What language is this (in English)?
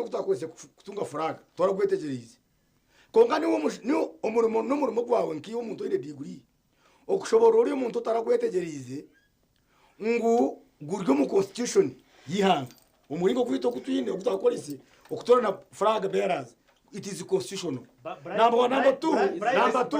Nyankole